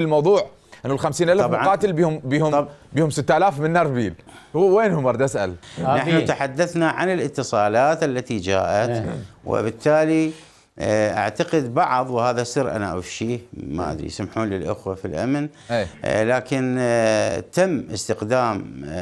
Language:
Mesopotamian Arabic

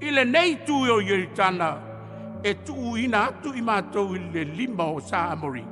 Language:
Samoan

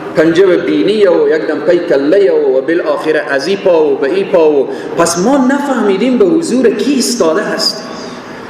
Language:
Persian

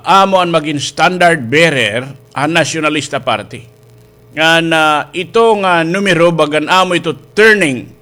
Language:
Waray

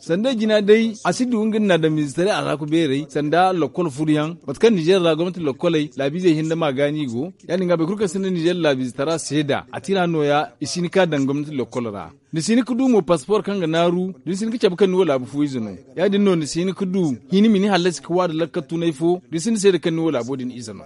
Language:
Zarma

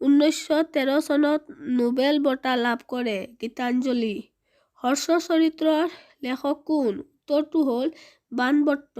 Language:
Assamese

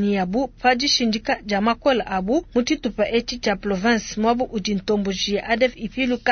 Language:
Luba-Lulua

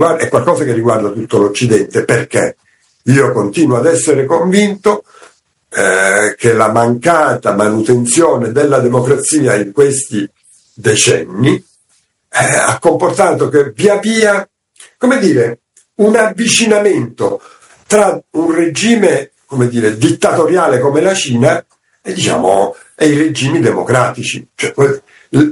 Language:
Italian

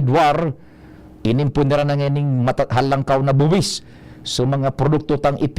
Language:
Bikol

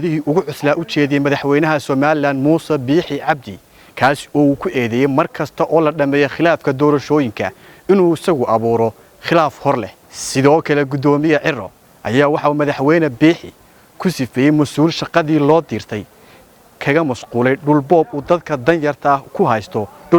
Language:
Somali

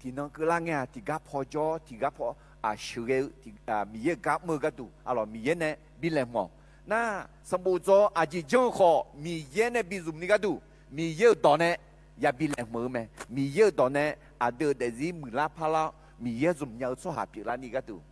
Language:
Akha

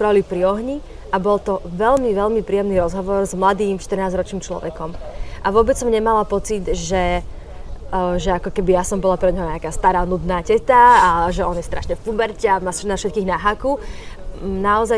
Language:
Slovak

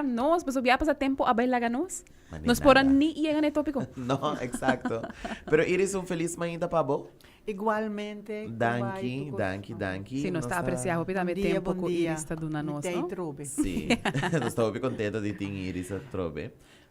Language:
Papiamento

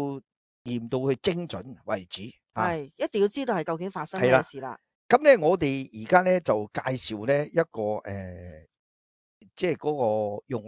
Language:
Cantonese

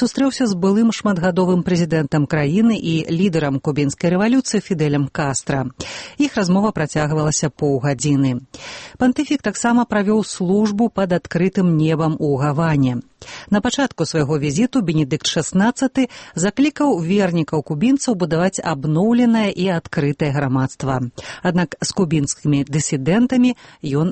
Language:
Belarusian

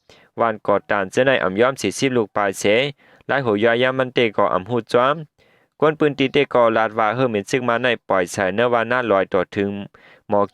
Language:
Shan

